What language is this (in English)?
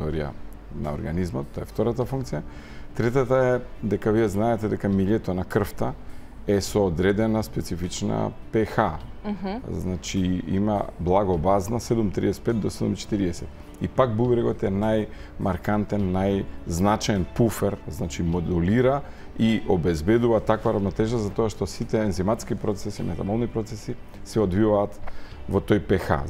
Macedonian